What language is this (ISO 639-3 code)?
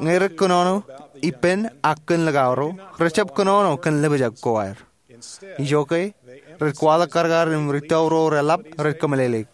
mah